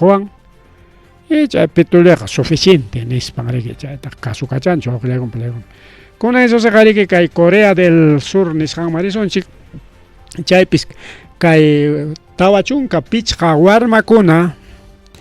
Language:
Ayacucho Quechua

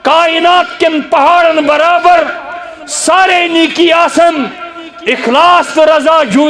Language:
Kashmiri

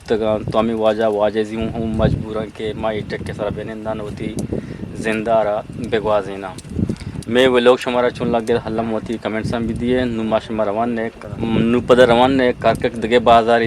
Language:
Eastern Balochi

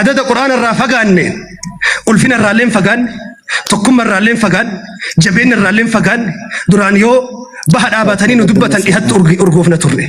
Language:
Oromo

